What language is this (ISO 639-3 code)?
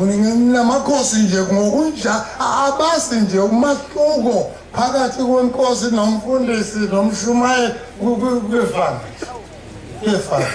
zul